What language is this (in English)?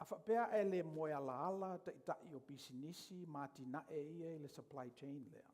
Samoan